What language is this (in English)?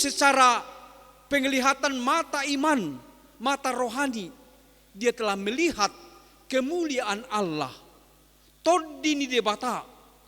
Batak Toba